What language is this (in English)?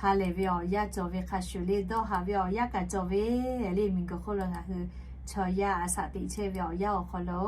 Lahu